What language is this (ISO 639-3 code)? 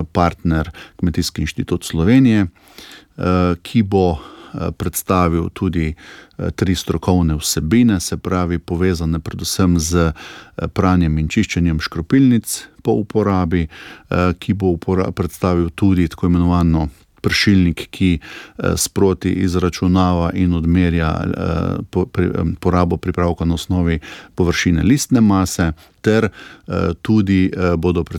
slv